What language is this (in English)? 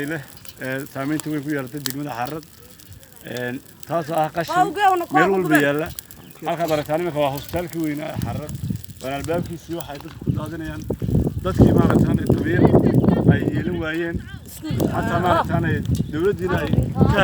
Somali